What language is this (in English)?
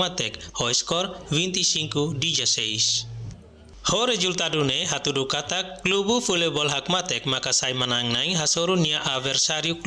Tetum